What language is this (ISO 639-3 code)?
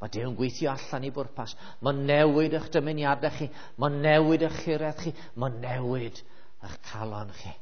cym